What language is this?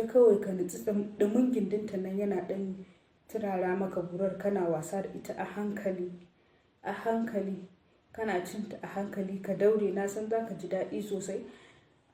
Hausa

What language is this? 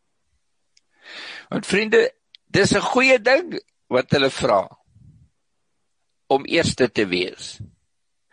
Afrikaans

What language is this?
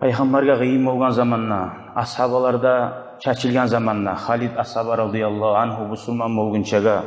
Kumyk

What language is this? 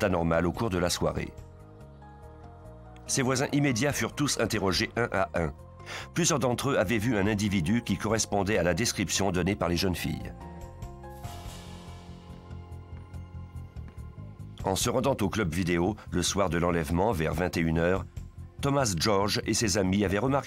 French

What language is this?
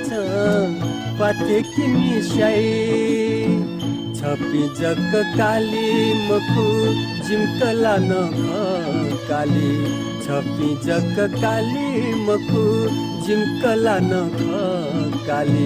Newari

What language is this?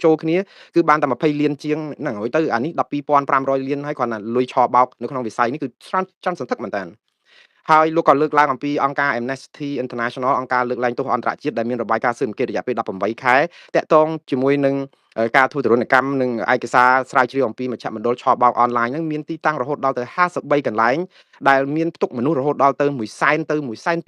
Khmer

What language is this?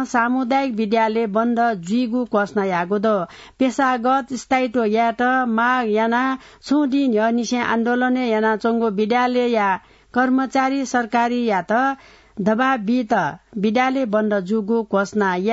Newari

